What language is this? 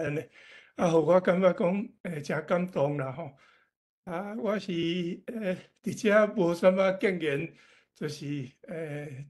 Min Nan Chinese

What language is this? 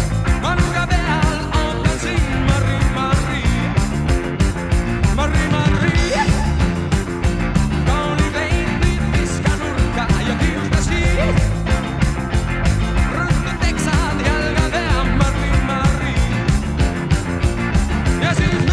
Estonian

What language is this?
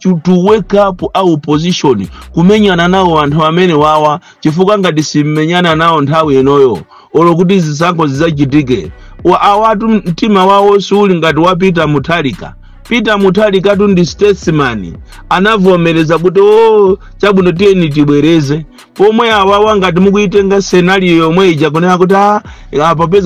Nyanja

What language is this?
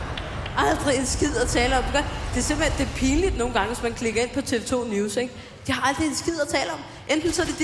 Danish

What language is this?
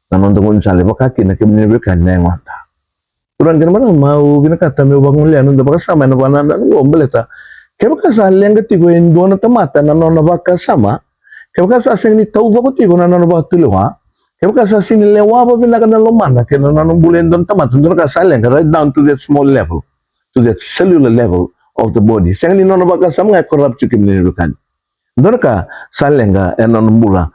Fijian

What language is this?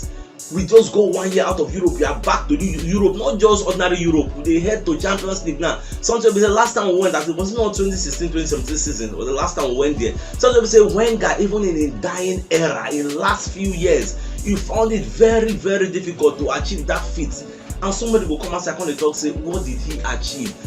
Nigerian Pidgin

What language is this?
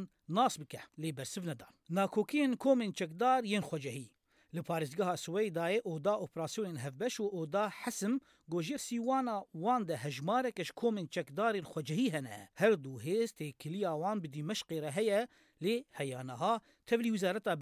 Kurdish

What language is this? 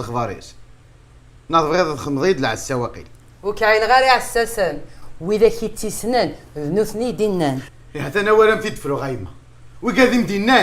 Kabyle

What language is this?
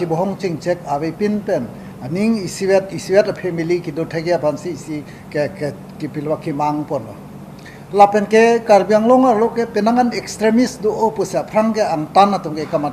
Karbi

